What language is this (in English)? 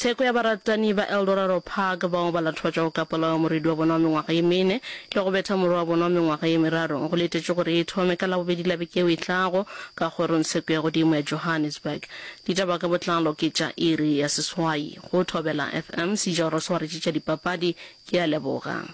Northern Sotho